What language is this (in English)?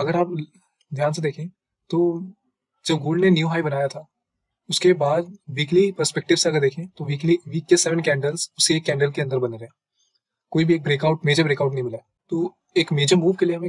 Hindi